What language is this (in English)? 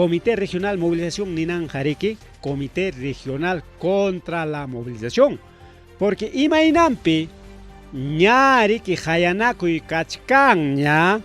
Ayacucho Quechua